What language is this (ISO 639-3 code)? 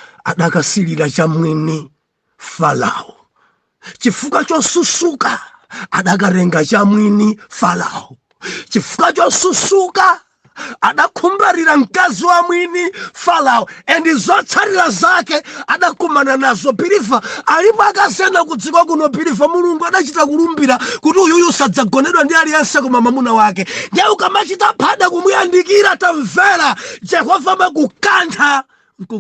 nya